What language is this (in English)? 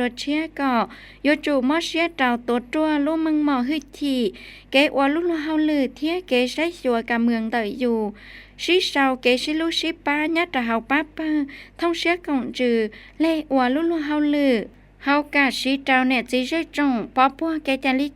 Hmong